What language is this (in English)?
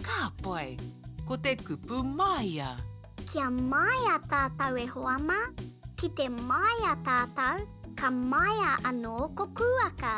Māori